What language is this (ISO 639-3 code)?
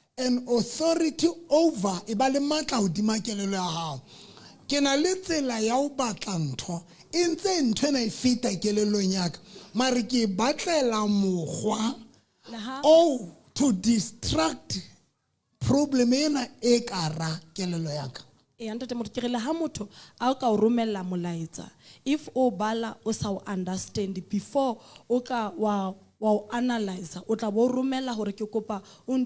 sot